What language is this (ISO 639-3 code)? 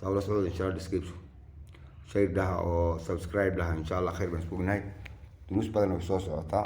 som